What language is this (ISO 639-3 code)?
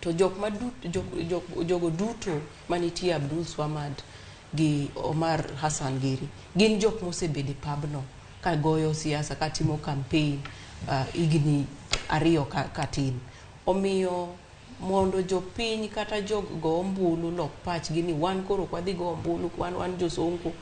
luo